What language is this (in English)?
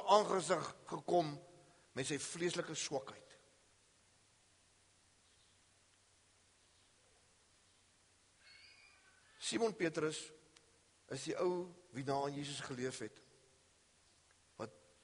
Afrikaans